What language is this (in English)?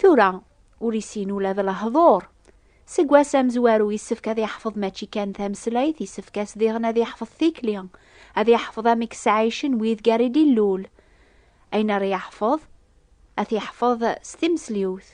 Kabyle